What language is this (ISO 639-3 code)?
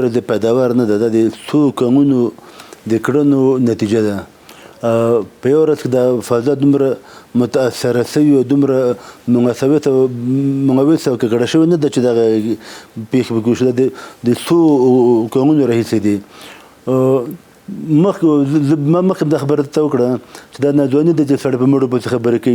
pus